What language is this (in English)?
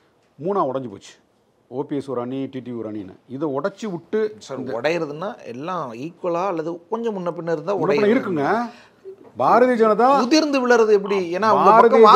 Tamil